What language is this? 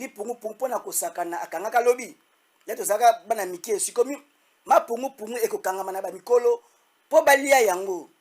Lingala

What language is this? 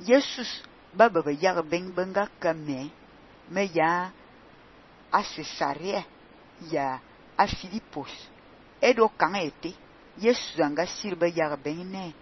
Fang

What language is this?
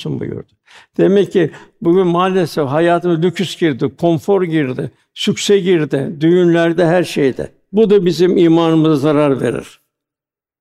Turkish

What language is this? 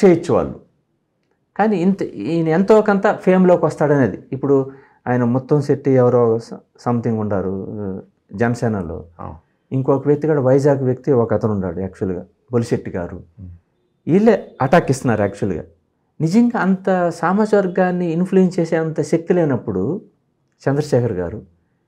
Telugu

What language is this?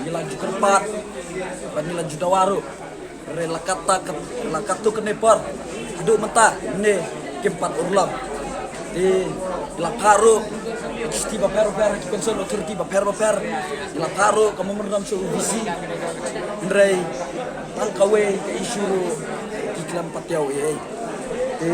Khasi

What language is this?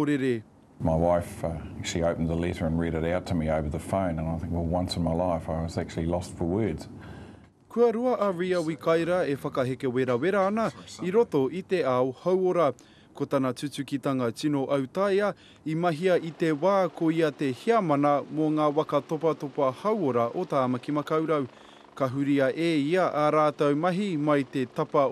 Māori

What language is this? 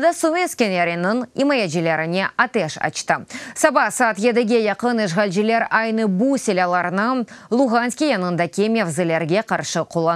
Crimean Tatar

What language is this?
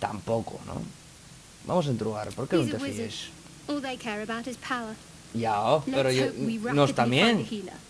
Asturian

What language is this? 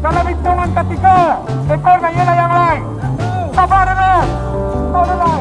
Minangkabau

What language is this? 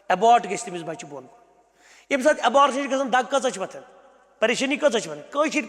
Kashmiri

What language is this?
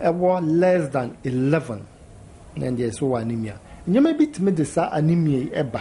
Akan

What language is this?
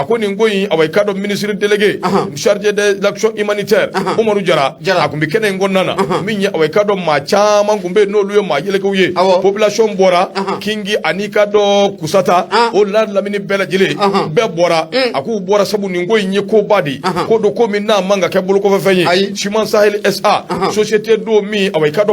Bambara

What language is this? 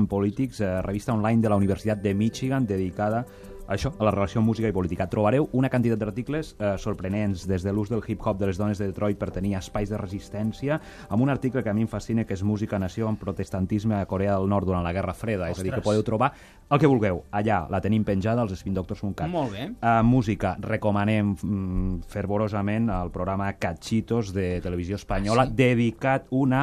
Catalan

